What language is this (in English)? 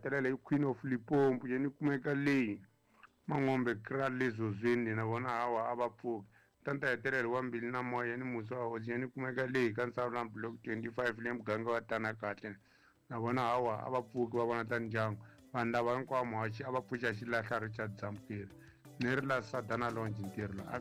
Tsonga